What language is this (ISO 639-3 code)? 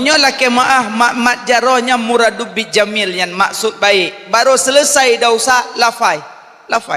ace